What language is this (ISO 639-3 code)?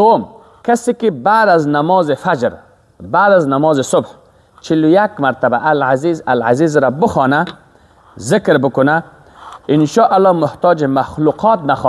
fas